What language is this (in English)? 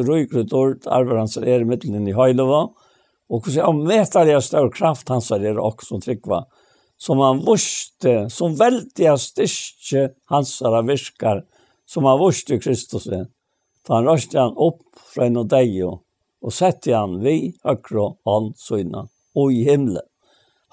Faroese